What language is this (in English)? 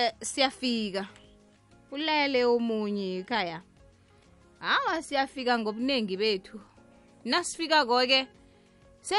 South Ndebele